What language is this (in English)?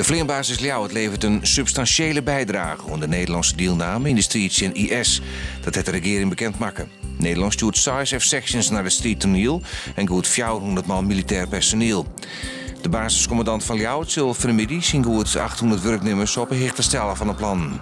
Western Frisian